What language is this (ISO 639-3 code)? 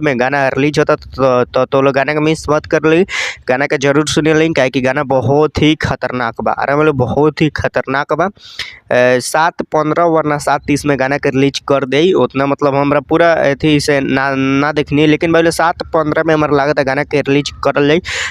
bho